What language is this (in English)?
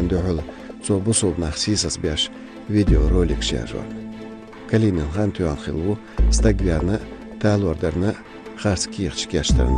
Chechen